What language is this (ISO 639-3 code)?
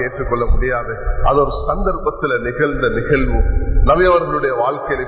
tam